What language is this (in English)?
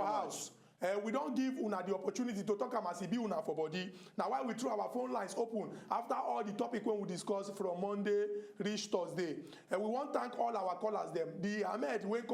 Nigerian Pidgin